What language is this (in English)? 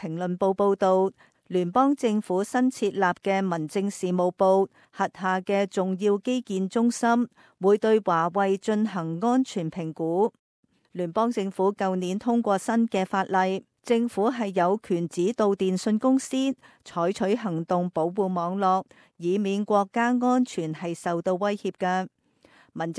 Cantonese